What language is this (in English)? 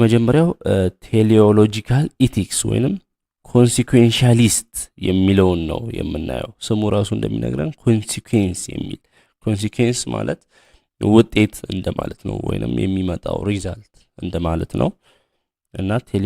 Amharic